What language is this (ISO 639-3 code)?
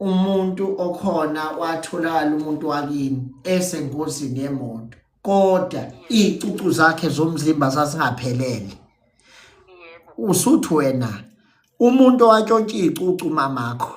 zul